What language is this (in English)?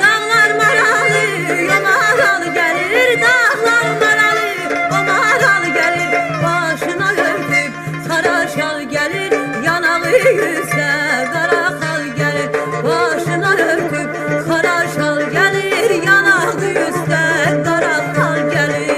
South Azerbaijani